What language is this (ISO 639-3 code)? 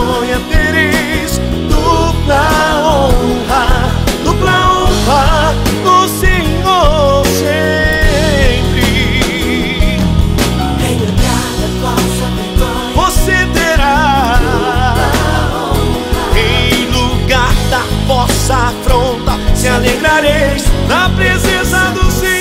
por